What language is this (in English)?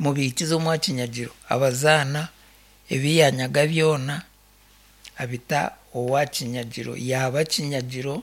Nyankole